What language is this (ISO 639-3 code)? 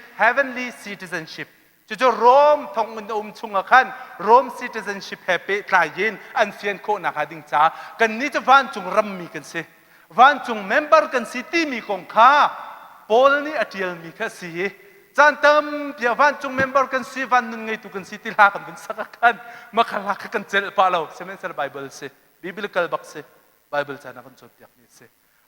cnh